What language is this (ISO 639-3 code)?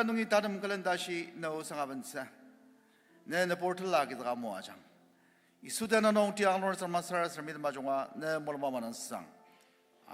njo